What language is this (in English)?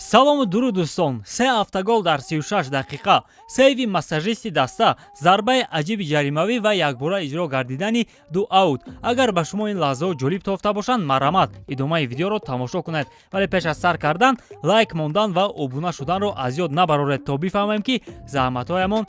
Tajik